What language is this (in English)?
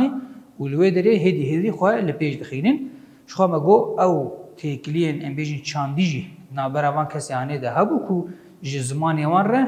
Kurdish